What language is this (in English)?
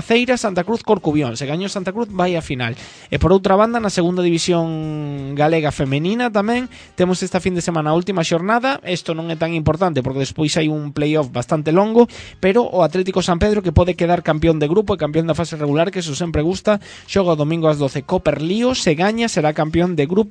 Galician